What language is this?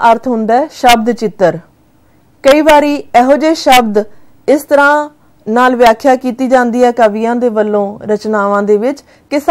Punjabi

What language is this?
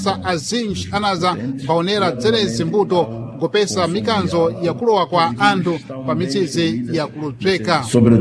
Sena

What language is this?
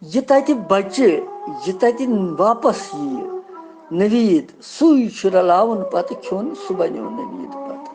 Kashmiri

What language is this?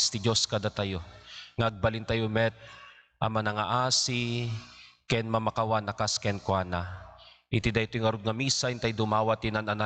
Iloko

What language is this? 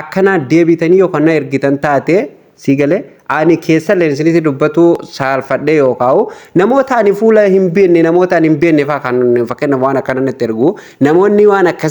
Oromo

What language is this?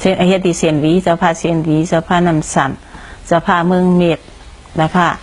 Shan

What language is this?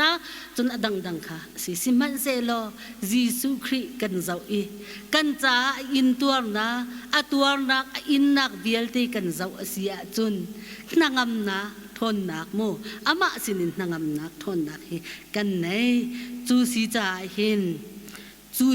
Hakha Chin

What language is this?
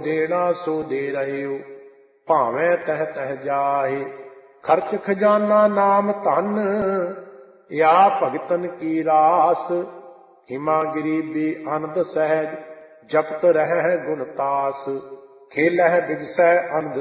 Punjabi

